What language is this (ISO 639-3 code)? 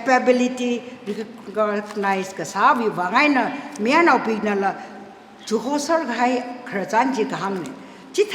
nmf